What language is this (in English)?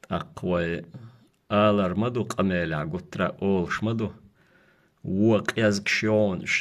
Chechen